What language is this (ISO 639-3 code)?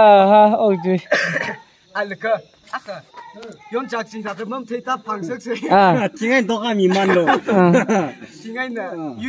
nmf